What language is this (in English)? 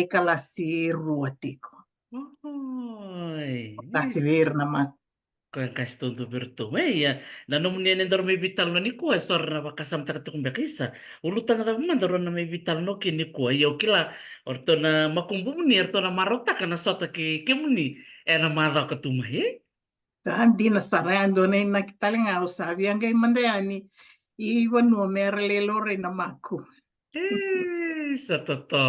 Fijian